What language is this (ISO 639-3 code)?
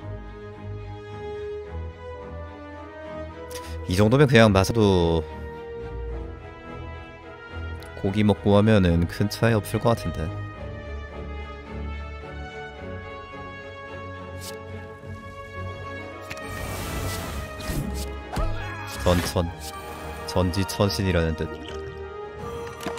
kor